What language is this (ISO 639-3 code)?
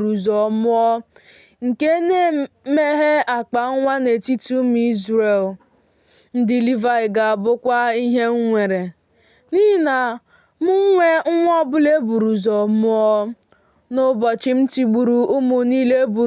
ibo